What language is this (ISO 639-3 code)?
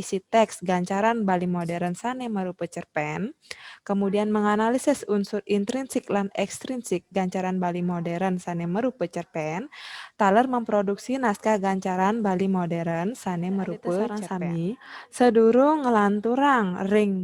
ban